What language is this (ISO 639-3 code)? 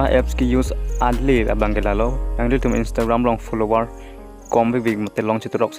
mjw